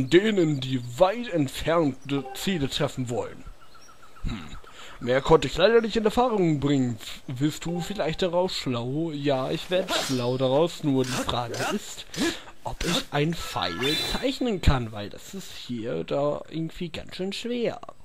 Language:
German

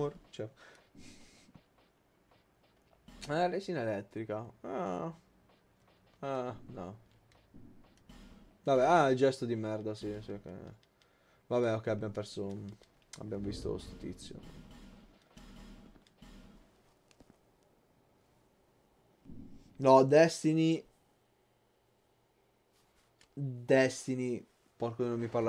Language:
Italian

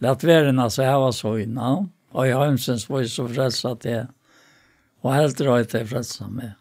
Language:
Faroese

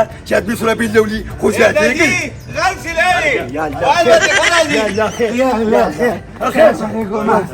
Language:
Pashto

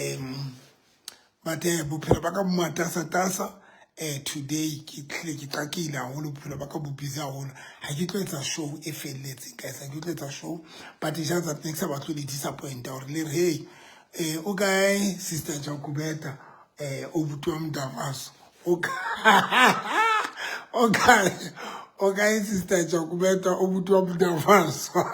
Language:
Southern Sotho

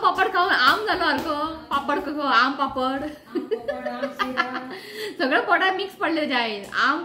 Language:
Konkani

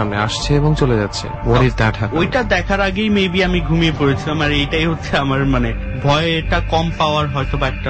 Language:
Bangla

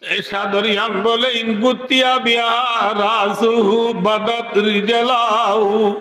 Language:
Rohingya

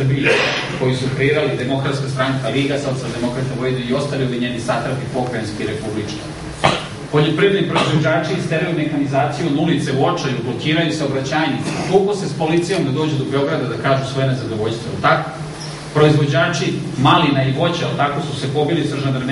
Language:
Serbian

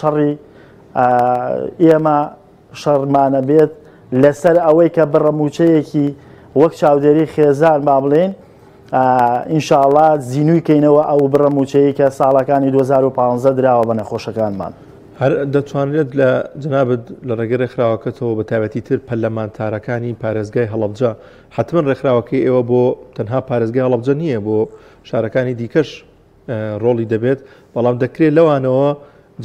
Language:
Central Kurdish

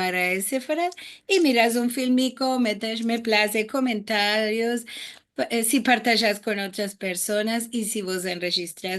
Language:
Ladino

